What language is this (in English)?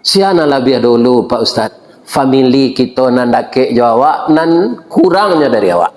Minangkabau